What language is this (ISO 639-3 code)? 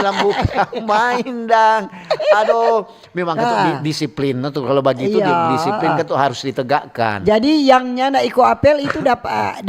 xmm